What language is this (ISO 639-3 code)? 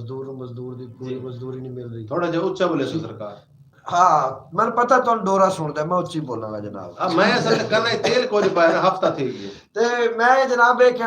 skr